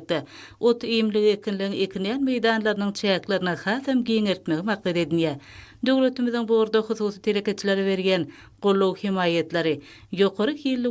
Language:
Turkmen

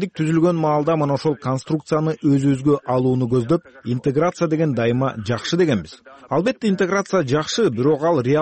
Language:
Kyrgyz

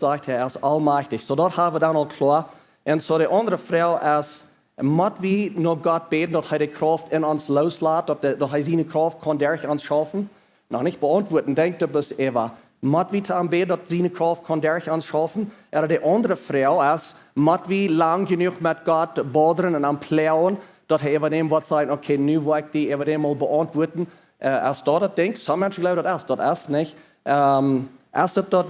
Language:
Plautdietsch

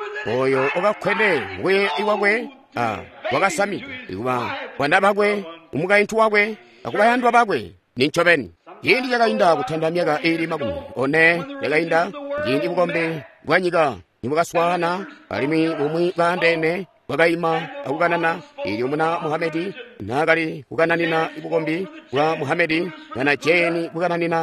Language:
Tonga (Zambia)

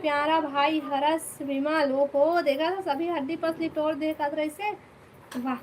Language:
Chhattisgarhi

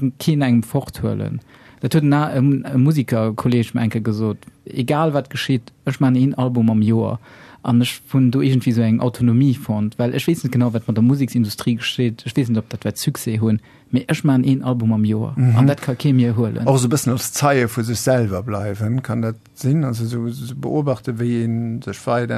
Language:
Luxembourgish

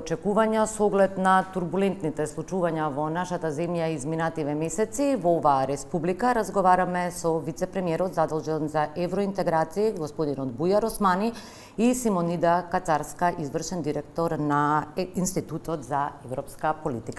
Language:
Macedonian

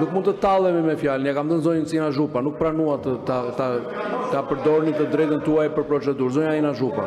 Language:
Albanian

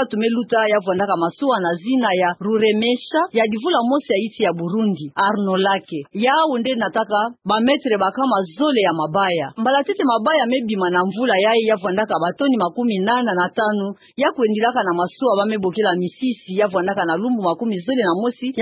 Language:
Kituba (Democratic Republic of Congo)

